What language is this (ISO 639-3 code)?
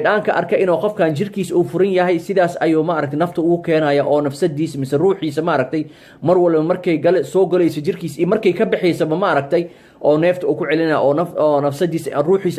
som